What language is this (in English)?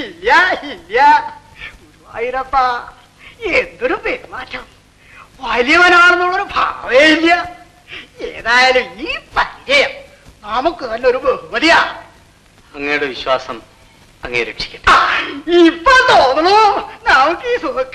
Malayalam